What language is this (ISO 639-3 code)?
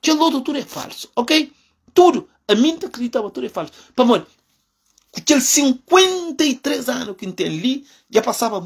kea